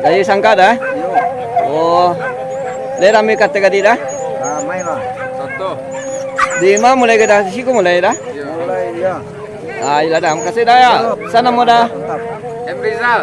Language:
Minangkabau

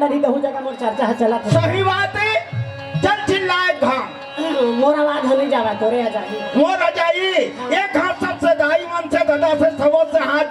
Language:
Chhattisgarhi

